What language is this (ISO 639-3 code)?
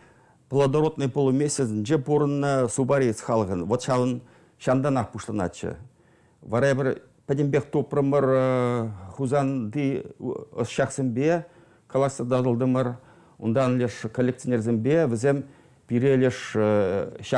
chv